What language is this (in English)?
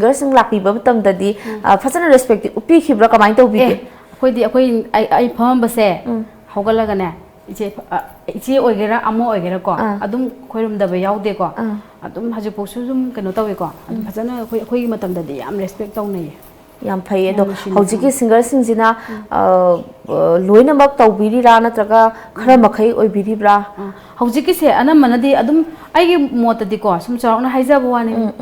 Manipuri